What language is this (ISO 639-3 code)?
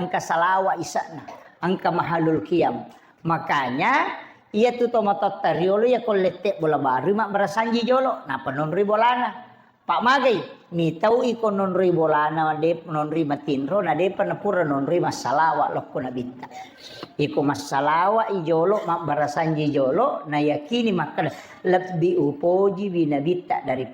bug